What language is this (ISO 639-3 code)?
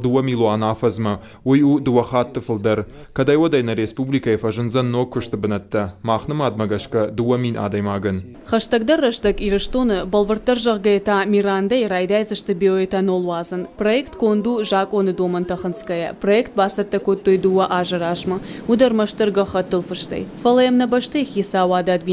oss